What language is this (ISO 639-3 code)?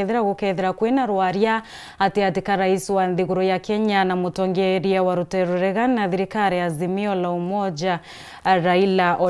mer